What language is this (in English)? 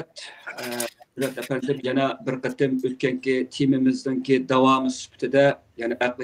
Uyghur